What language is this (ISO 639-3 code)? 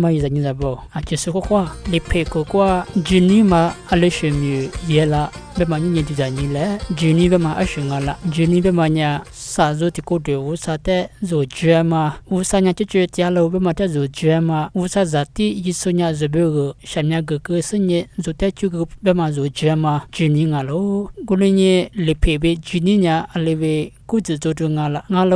lis